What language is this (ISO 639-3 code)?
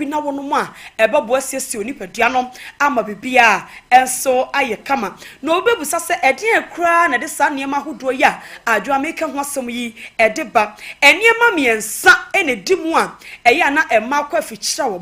aka